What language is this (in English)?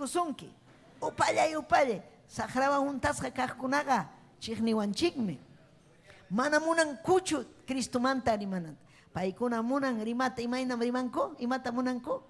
Ayacucho Quechua